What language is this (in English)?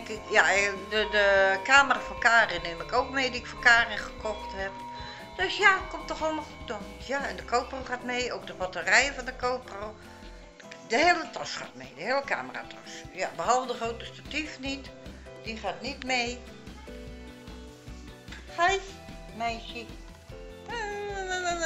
Dutch